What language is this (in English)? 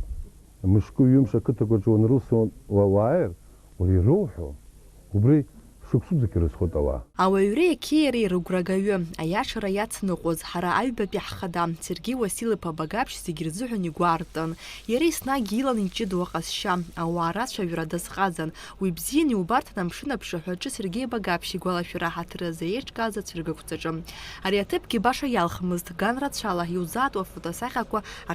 Abkhazian